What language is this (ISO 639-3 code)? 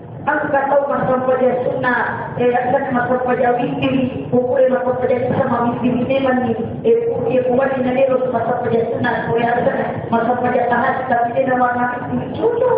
bug